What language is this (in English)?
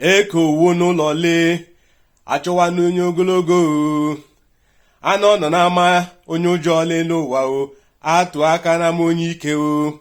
Igbo